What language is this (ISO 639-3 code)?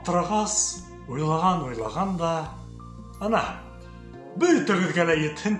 bak